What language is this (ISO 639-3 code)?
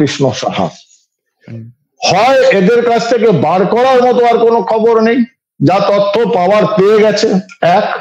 ben